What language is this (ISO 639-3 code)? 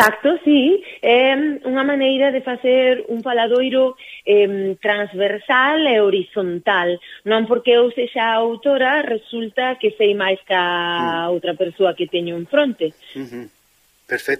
glg